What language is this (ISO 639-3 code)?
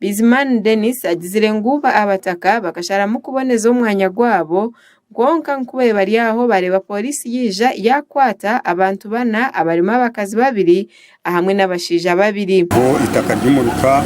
nyn